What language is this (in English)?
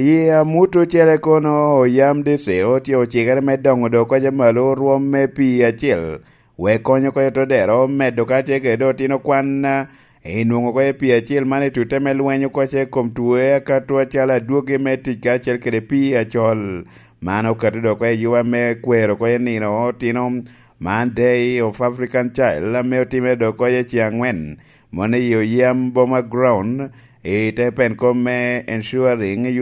Lango (Uganda)